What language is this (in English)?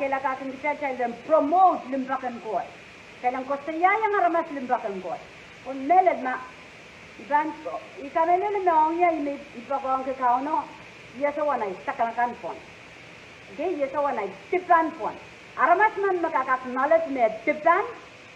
Pohnpeian